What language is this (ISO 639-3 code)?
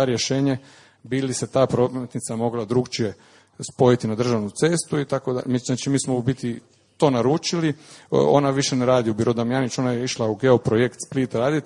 hrv